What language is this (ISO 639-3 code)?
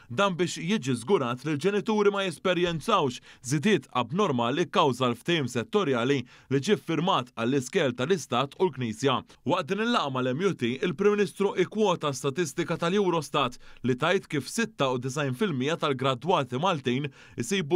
mlt